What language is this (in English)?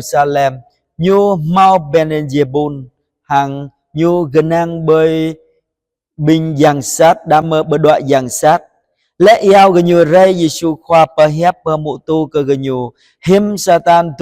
Jarai